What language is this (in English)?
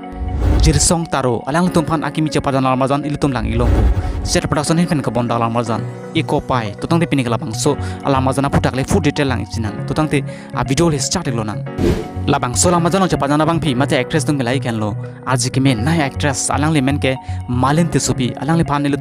Karbi